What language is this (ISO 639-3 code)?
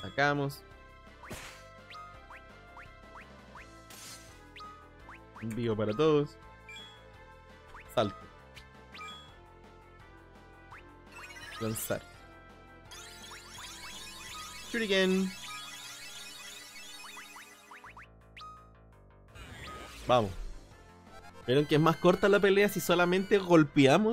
spa